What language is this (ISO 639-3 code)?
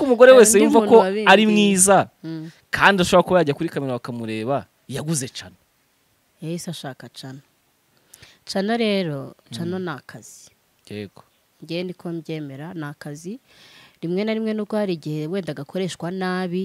kin